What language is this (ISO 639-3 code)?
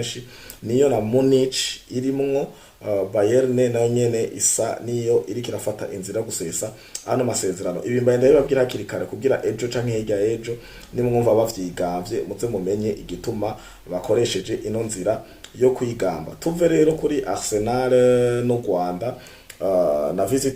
run